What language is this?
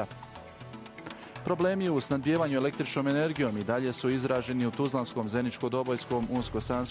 Bosnian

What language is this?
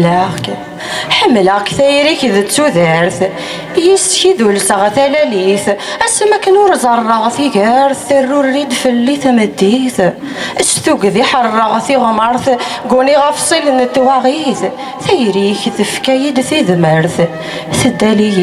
Kabyle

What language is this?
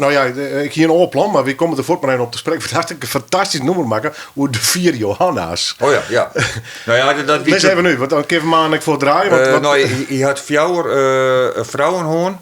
Western Frisian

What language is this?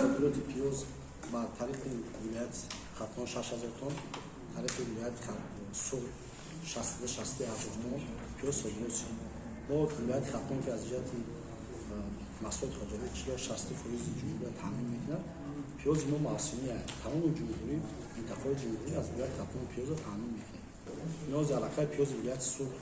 Tajik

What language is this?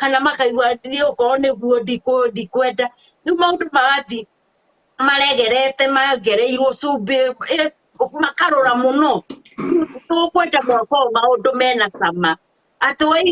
Kikuyu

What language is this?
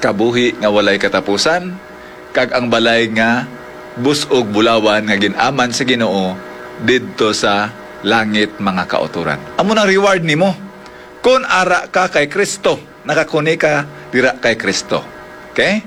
Hiligaynon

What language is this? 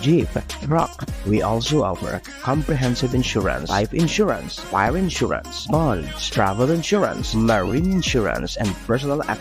Bikol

